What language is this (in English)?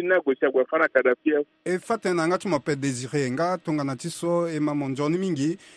Sango